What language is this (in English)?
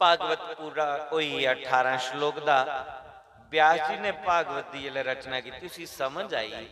Dogri